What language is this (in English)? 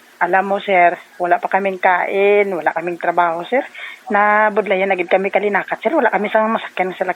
Hiligaynon